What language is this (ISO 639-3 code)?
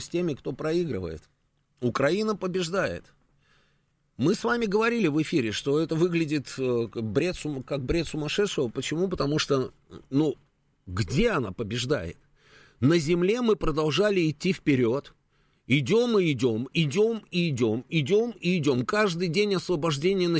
rus